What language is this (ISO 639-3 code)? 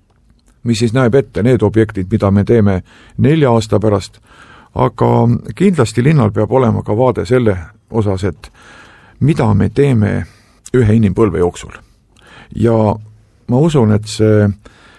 est